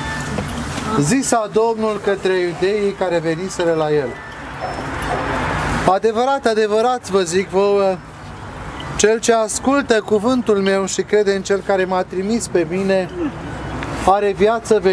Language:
Romanian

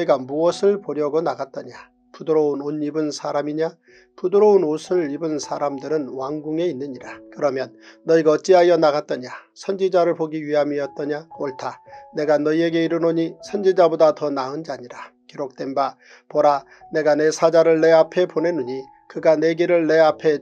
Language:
Korean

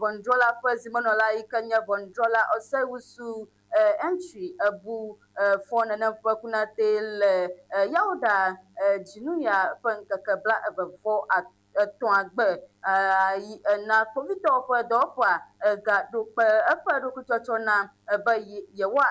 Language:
Ewe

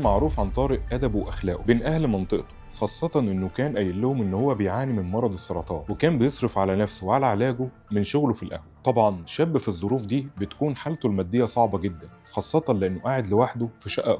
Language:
Egyptian Arabic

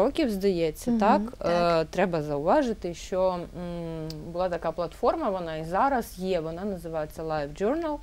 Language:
Ukrainian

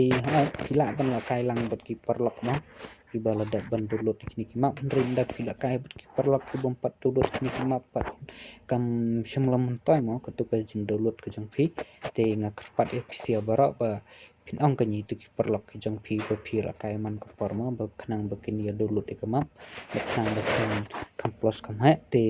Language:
Khasi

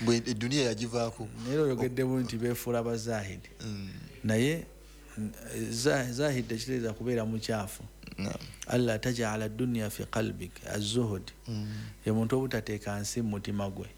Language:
Ganda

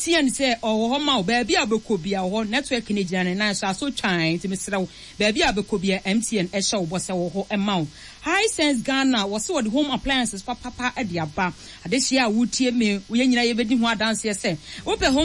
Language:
Akan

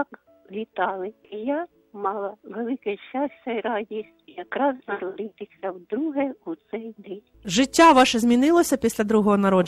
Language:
Ukrainian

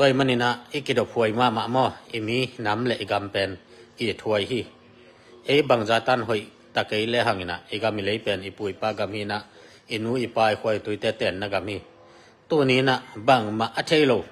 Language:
Tedim Chin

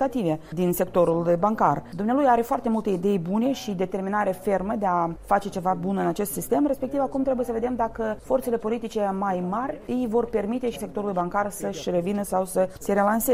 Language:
Romanian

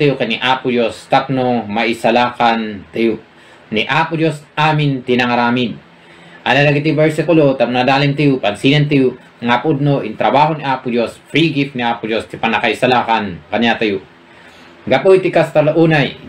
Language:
Iloko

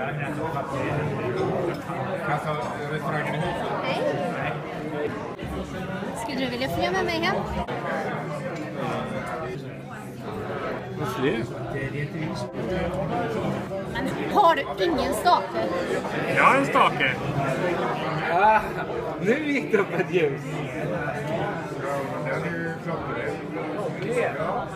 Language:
Swedish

